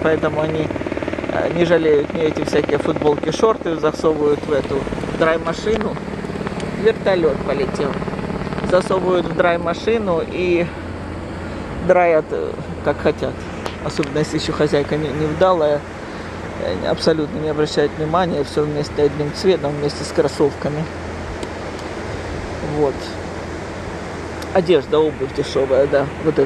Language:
Russian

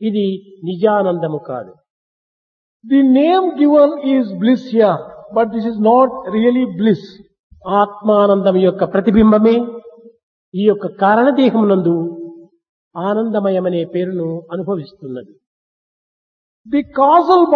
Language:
Telugu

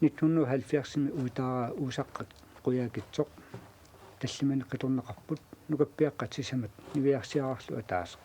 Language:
Kalaallisut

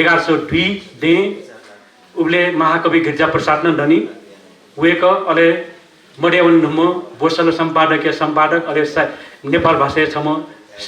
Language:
Newari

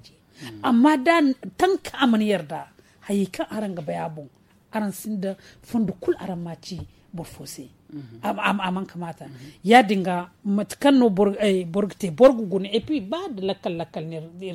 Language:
Zarma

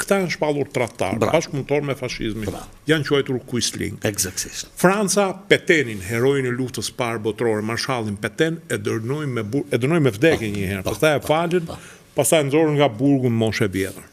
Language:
Albanian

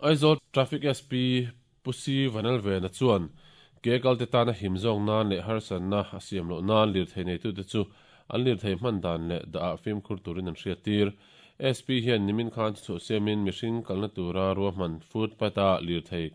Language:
Mizo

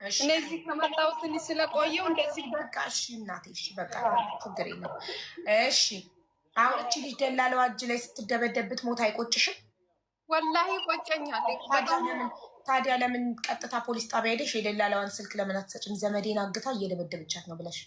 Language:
Amharic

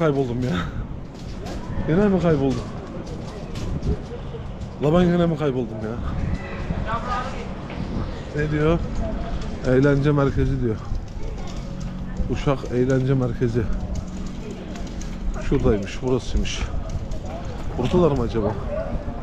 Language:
Turkish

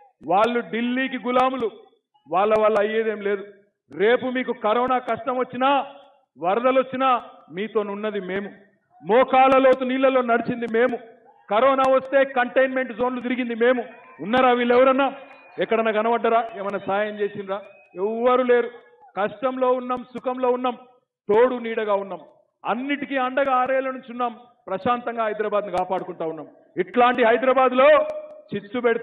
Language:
Telugu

